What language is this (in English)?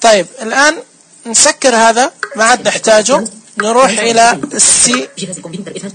Najdi Arabic